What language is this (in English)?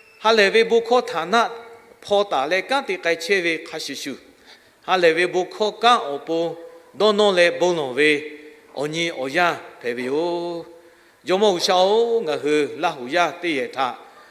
Lahu